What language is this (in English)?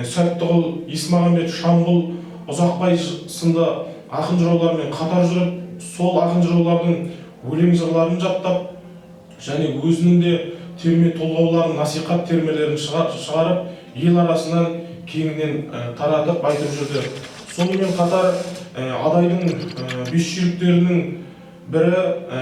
Kazakh